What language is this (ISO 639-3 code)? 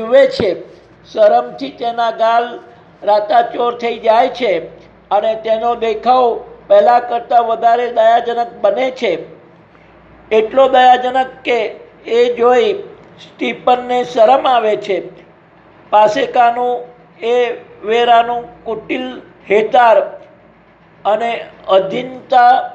guj